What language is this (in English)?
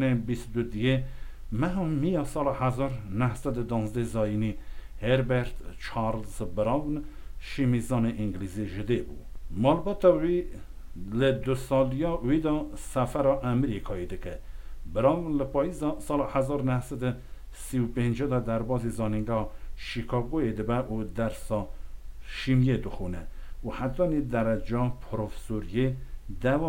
Kurdish